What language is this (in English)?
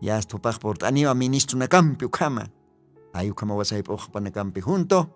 Aymara